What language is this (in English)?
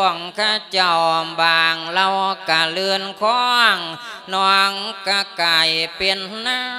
Lao